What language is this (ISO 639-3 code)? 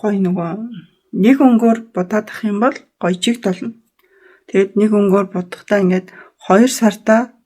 mon